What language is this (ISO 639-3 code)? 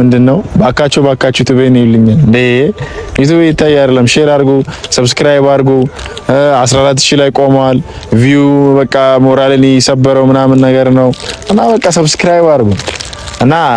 amh